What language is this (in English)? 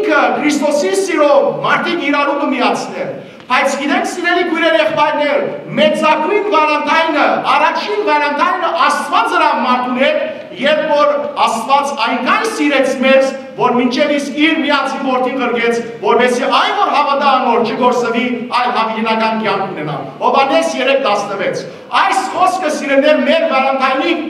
Western Armenian